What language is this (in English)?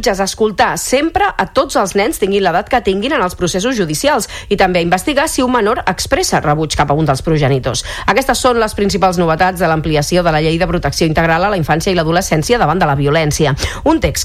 Catalan